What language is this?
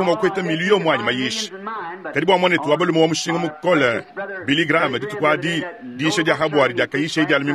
Luba-Lulua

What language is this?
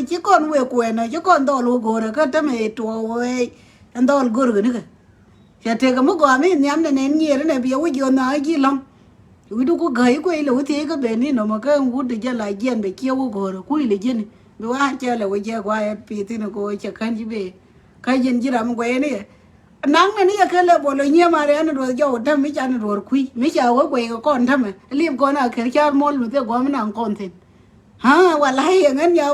Nuer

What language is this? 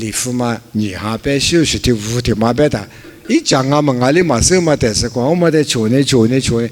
Lisu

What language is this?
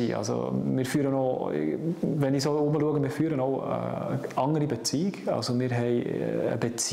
Swiss German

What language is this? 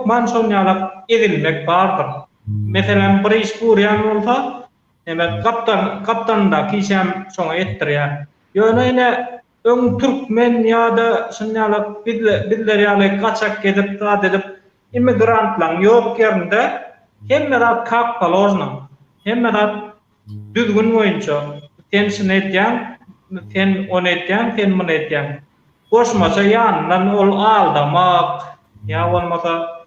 Turkmen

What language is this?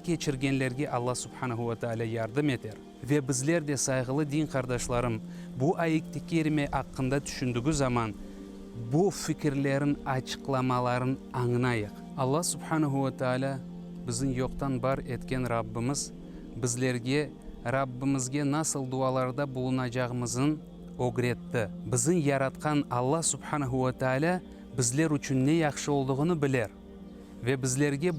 Crimean Tatar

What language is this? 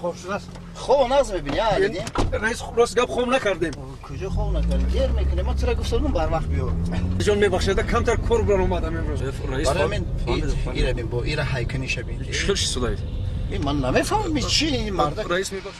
Tajik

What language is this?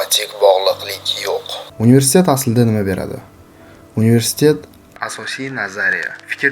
Uzbek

